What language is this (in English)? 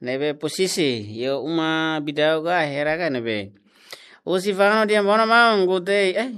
Tetum